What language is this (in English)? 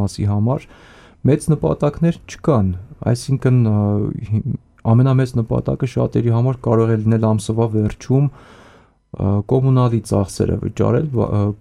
Armenian